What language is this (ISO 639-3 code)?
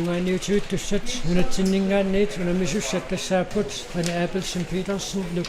kal